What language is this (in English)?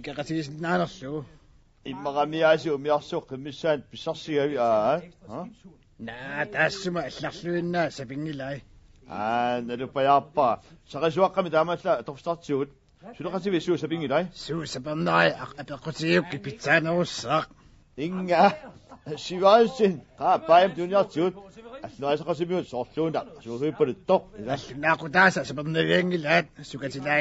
Kalaallisut